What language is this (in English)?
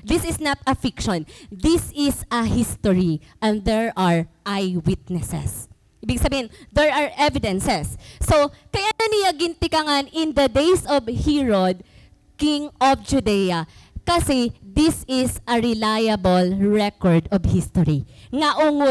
Waray